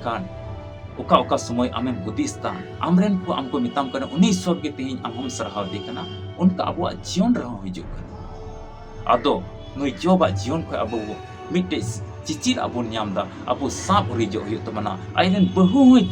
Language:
Santali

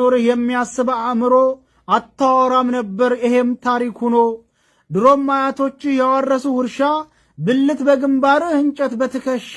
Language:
Amharic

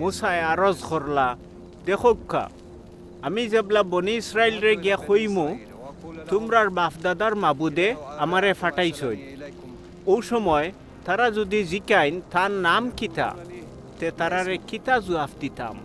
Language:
Sylheti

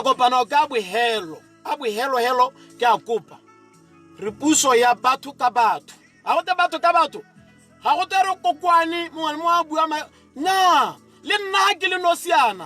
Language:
Tswana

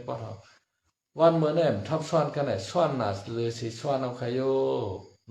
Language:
Shan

